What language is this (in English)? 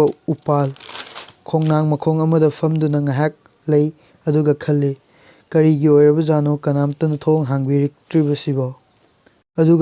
Manipuri